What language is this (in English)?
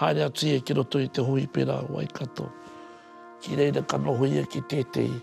Māori